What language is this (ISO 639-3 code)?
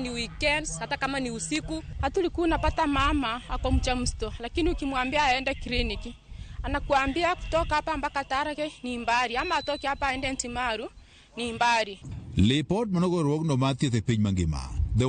luo